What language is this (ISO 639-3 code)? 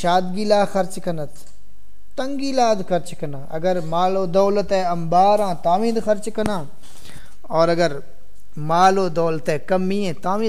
skr